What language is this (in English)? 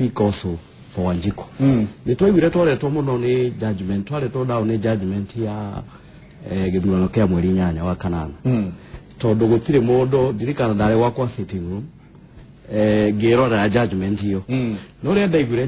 Kikuyu